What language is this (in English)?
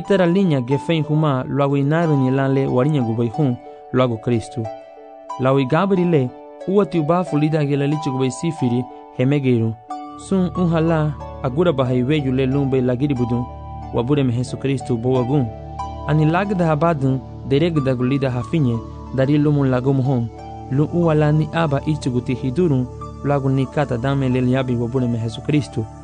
Garifuna